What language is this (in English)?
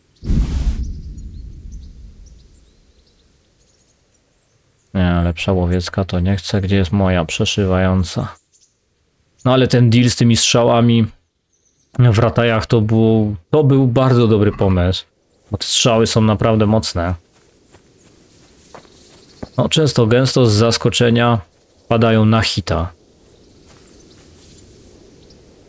Polish